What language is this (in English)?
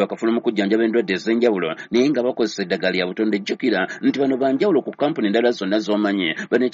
Ganda